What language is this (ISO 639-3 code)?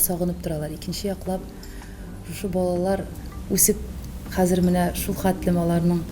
tat